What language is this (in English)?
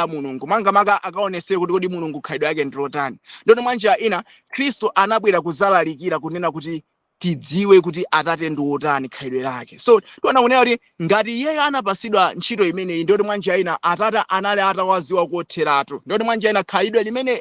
Nyanja